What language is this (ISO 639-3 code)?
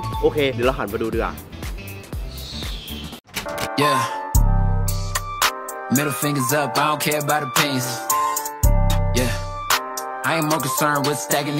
tha